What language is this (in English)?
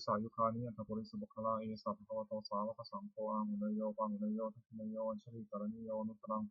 Pali